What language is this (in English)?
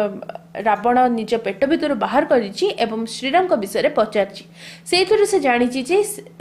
Odia